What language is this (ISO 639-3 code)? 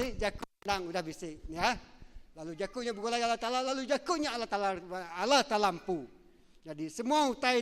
iba